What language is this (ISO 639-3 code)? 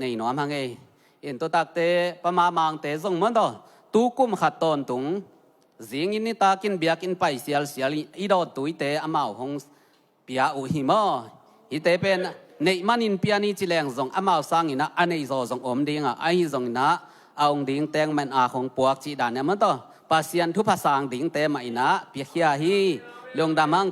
ctd